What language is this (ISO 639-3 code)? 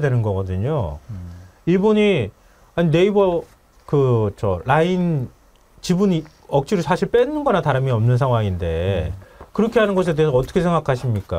kor